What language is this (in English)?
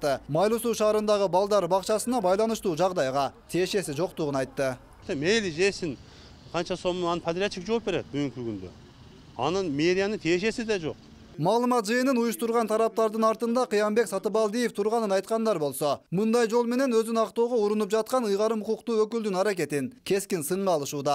Kyrgyz